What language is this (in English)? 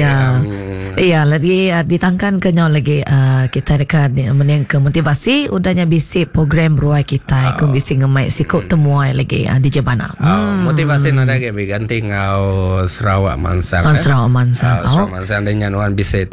Iban